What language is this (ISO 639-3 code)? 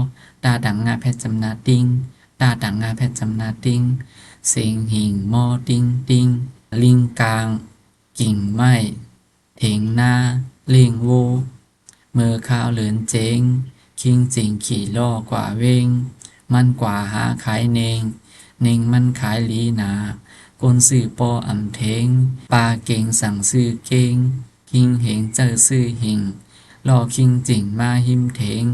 shn